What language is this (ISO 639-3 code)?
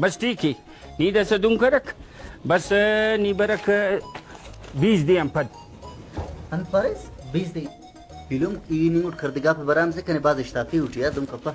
brh